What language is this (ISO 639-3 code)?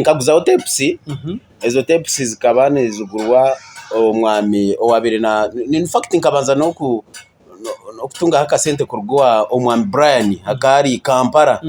nyn